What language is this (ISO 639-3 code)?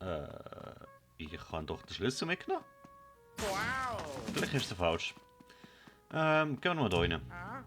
gsw